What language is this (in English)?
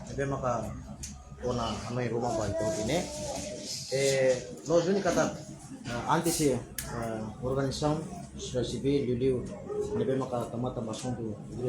Tetum